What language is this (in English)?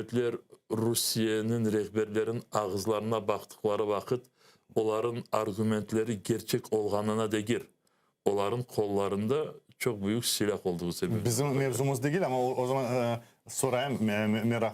Crimean Tatar